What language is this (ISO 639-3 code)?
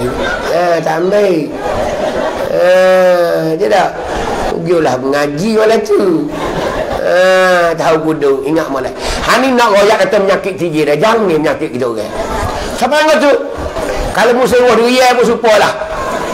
mfa